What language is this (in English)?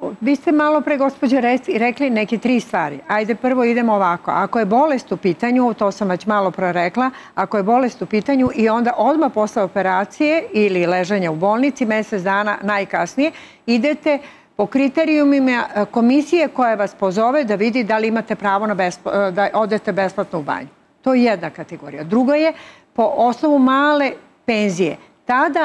Serbian